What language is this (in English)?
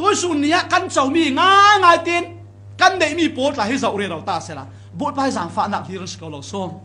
Falam Chin